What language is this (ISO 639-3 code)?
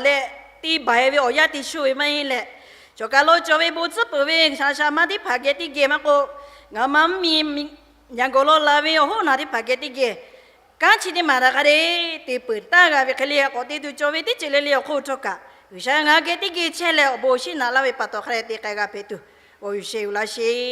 lhu